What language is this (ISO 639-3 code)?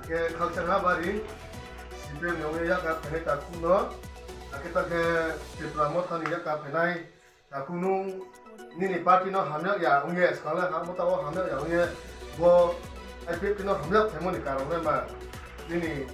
ria